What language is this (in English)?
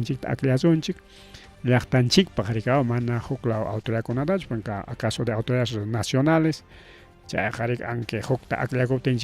Ayacucho Quechua